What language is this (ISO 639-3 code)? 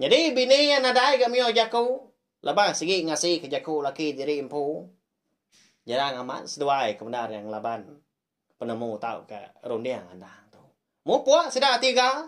iba